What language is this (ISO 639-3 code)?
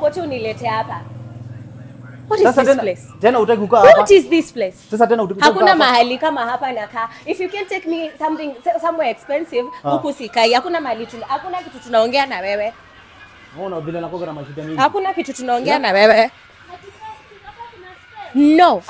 swa